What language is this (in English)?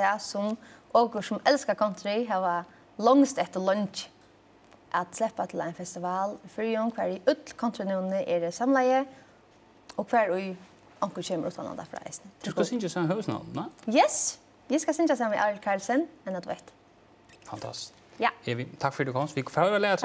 Faroese